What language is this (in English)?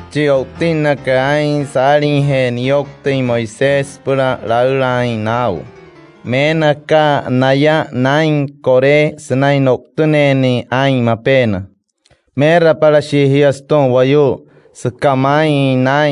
Wayuu